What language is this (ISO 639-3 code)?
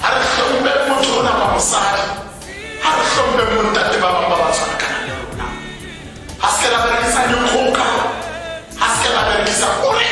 tsn